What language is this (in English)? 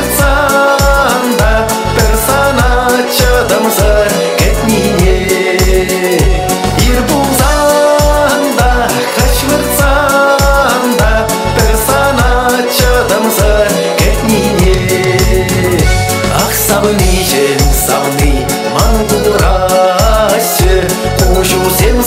Chuvash